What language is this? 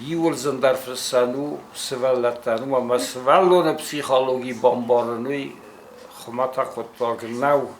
Ossetic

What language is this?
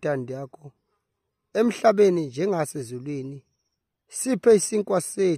Zulu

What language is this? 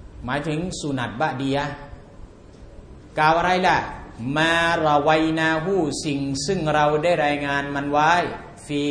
Thai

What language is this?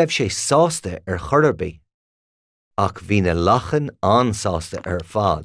Irish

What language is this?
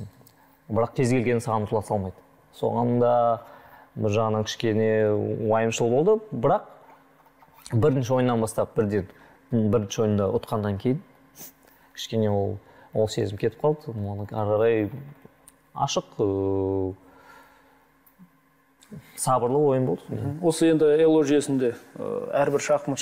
Kazakh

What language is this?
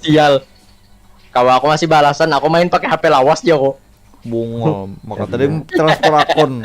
Banjar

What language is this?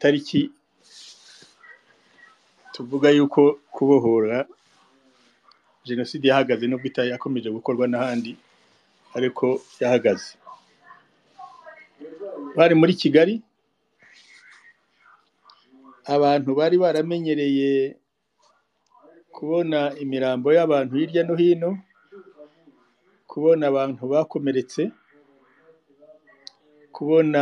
Kinyarwanda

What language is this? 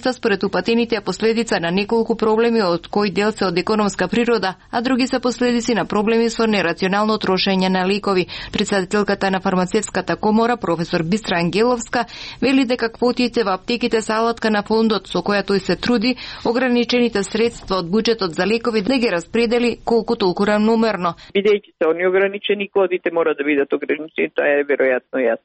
Macedonian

